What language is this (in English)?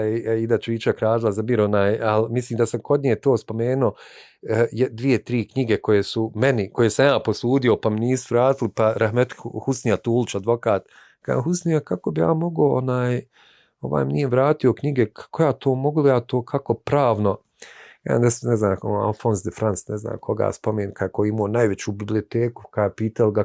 Bosnian